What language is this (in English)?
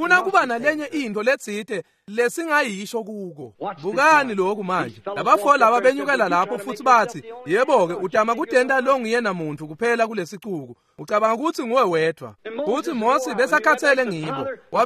Swati